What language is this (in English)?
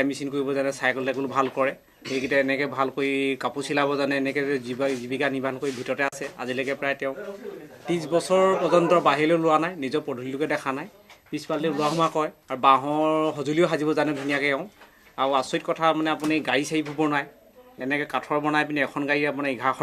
Assamese